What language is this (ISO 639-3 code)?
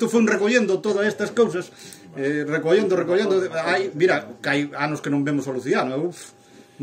glg